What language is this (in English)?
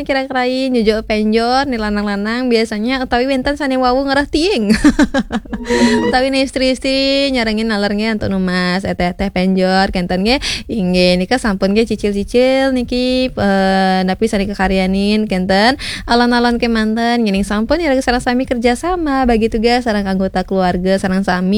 Balinese